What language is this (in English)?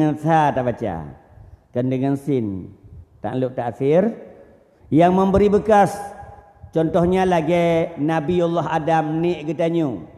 Achinese